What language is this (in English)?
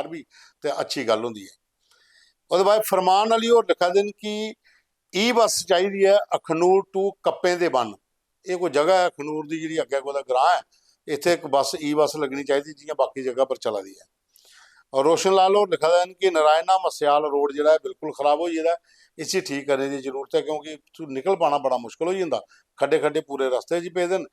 Dogri